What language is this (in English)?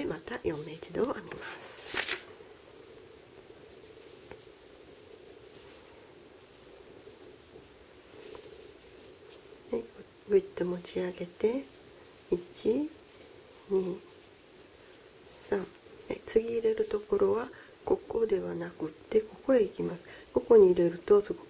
Japanese